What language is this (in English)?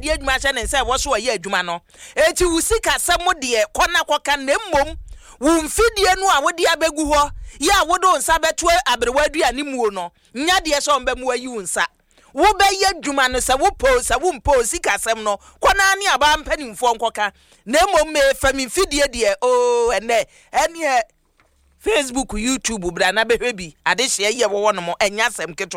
Akan